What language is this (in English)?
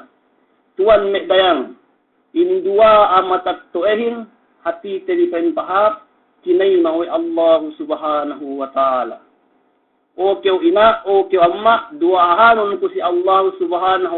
Yakan